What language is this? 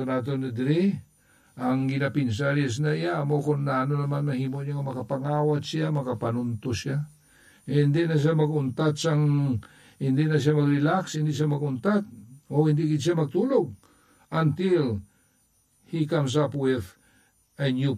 Hiligaynon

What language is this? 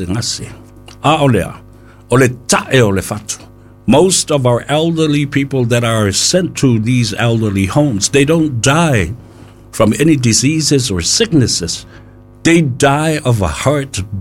Samoan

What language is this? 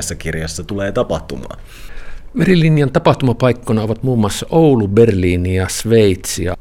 Finnish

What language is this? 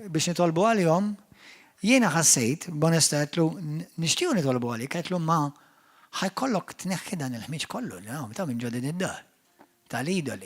Maltese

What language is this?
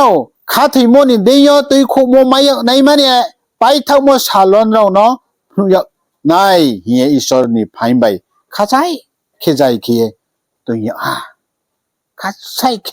Riang (India)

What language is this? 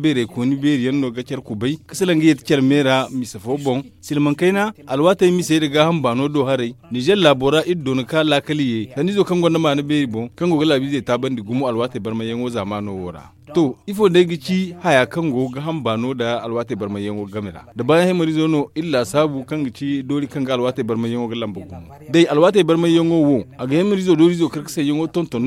Zarma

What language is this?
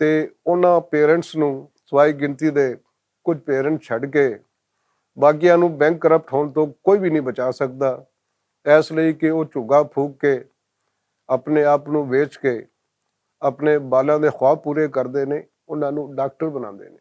Western Panjabi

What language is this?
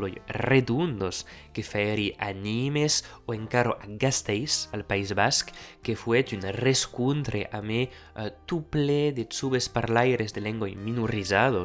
Occitan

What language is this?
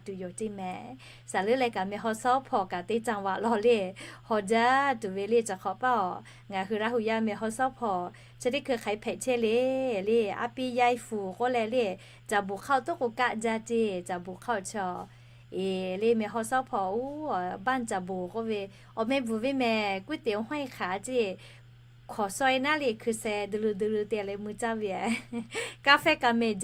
Lahu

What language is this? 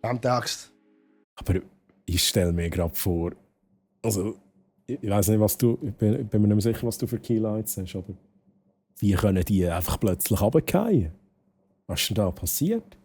Swiss German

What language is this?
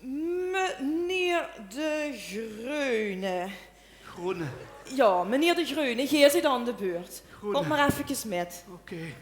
Limburgish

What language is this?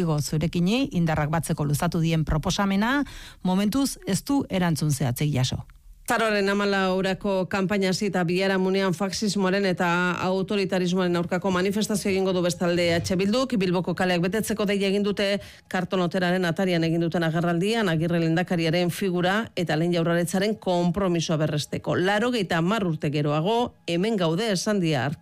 Basque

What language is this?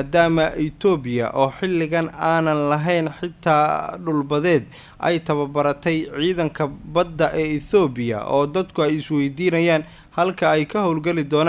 Somali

